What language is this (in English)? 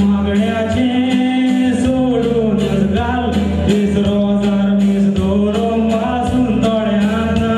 Konkani